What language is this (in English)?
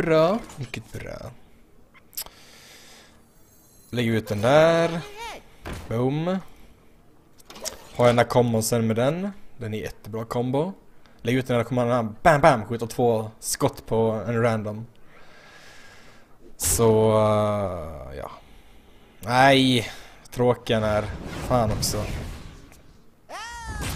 Swedish